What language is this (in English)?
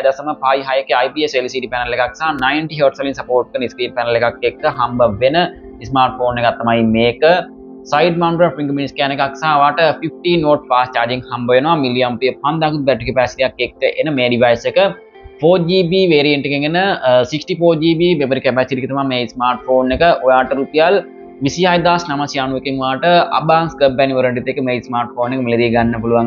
Sinhala